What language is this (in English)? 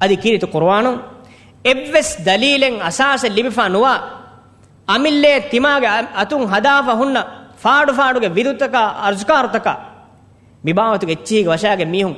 Divehi